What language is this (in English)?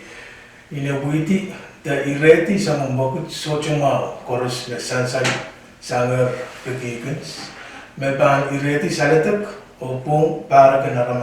Pohnpeian